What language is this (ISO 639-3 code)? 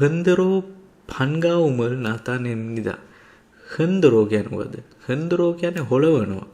sin